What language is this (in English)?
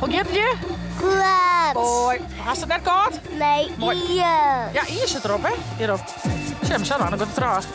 Western Frisian